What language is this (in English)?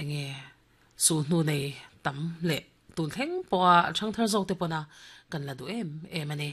Mizo